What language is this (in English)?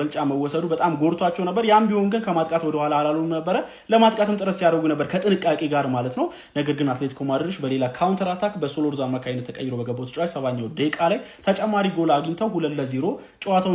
Amharic